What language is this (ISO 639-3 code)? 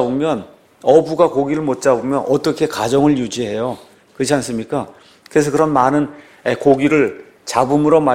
kor